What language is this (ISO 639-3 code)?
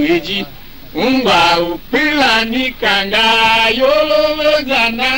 tiv